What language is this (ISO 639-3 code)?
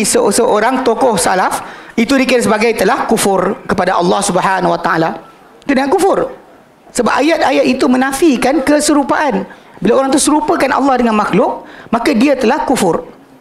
msa